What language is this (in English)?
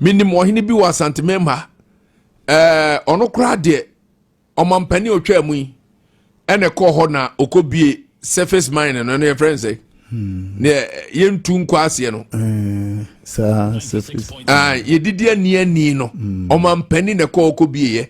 Akan